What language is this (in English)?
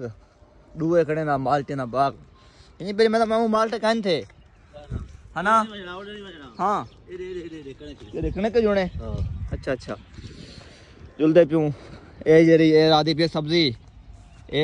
Hindi